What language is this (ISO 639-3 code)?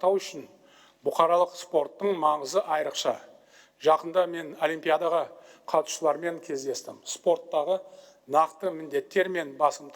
kaz